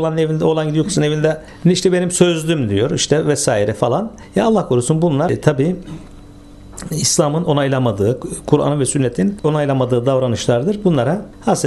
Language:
Turkish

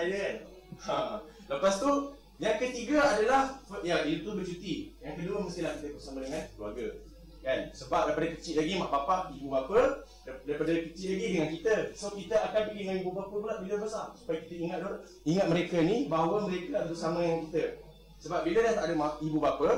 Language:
Malay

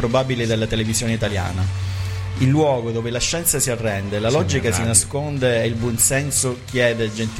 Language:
Italian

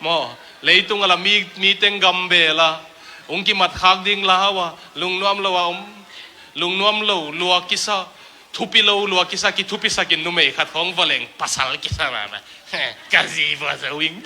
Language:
Tedim Chin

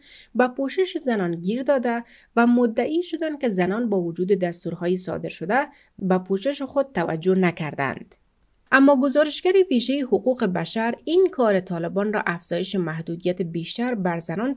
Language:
Persian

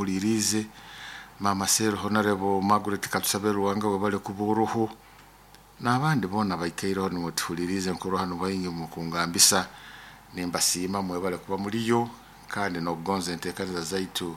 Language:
Nyoro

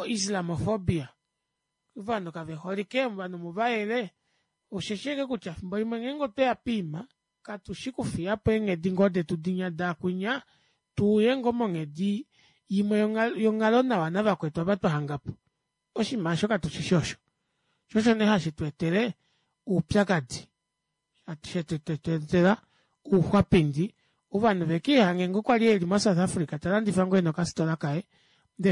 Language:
Kuanyama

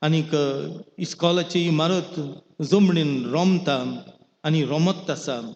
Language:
Konkani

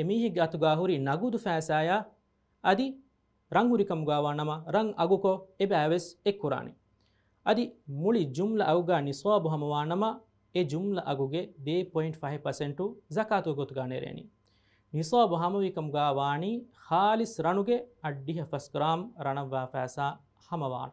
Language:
Divehi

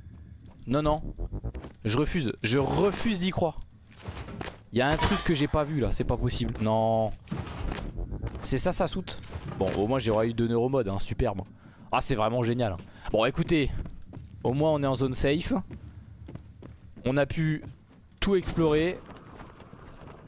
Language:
French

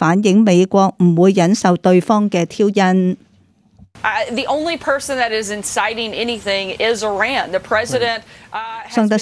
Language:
Cantonese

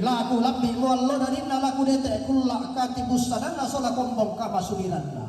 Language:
Toraja-Sa'dan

